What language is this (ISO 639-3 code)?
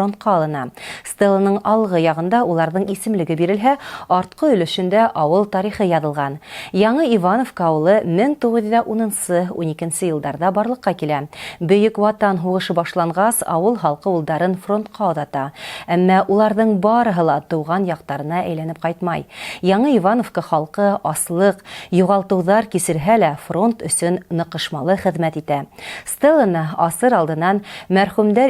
bak